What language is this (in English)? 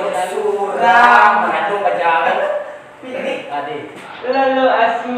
Minangkabau